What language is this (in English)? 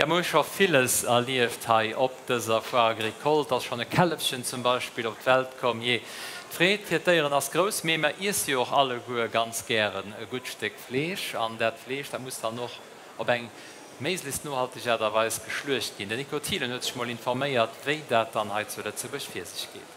Luxembourgish